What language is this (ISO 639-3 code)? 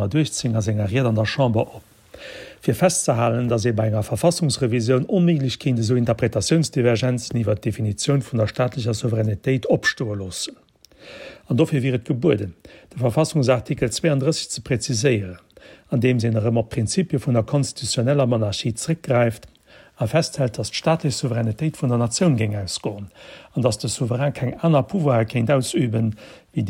ltz